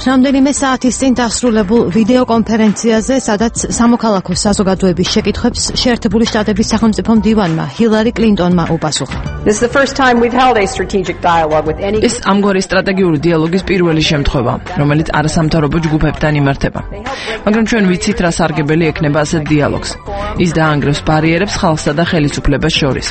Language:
Georgian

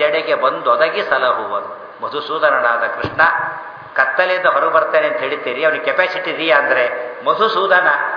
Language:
Kannada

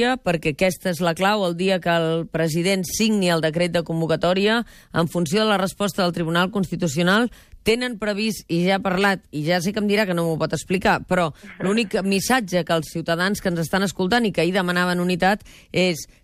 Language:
Catalan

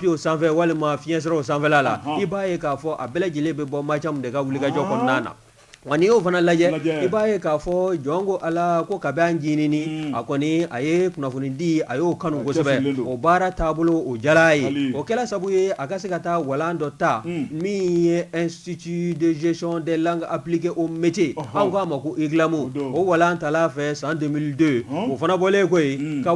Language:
Bambara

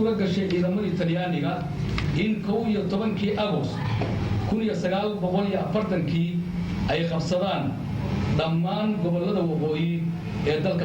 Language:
Somali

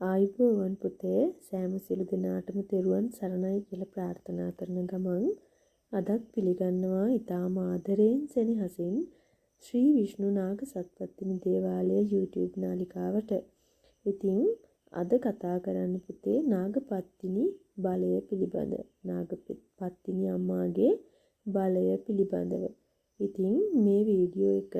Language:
Sinhala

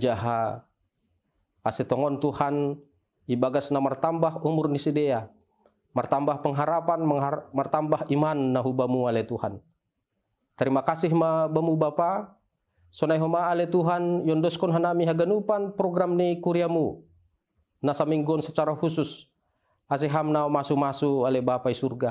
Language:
Batak Simalungun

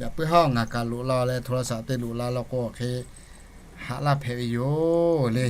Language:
Lahu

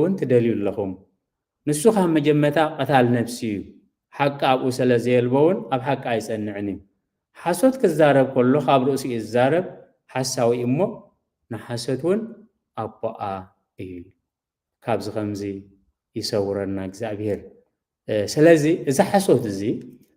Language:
Tigrinya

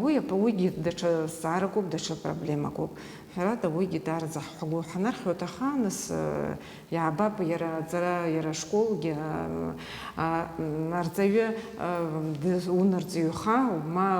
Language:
Abkhazian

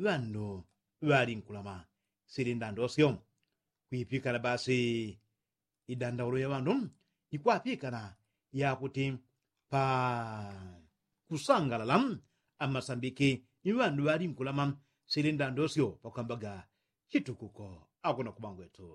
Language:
Yao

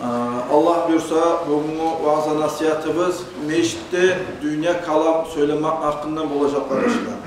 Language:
Kumyk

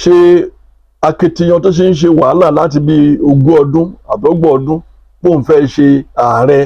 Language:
Yoruba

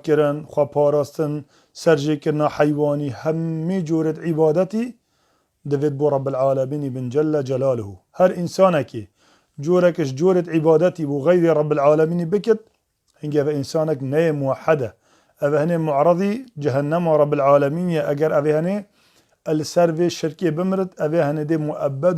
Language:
Kurdish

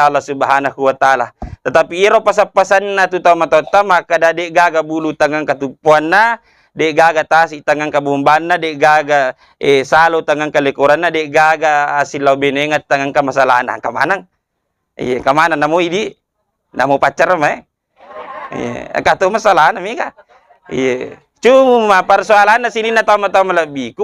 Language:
Buginese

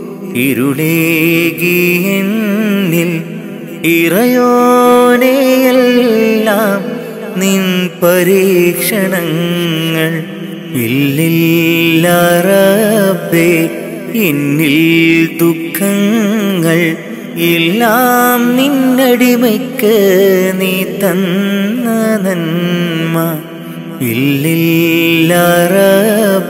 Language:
Malayalam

